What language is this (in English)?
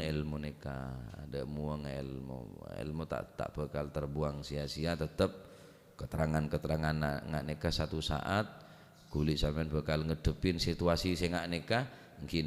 Madurese